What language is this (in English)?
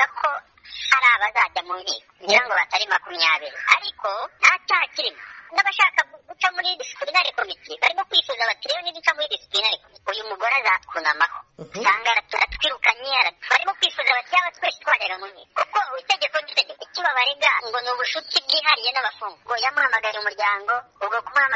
Kinyarwanda